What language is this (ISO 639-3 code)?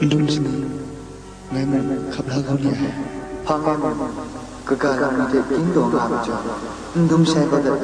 kac